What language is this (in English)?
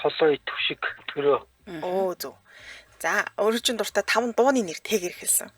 Mongolian